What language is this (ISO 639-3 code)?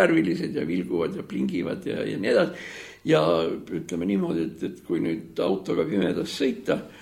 est